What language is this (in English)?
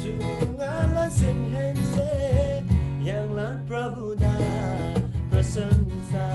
Eastern Tamang